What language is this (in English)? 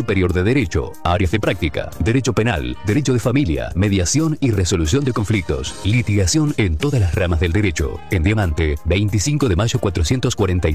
Spanish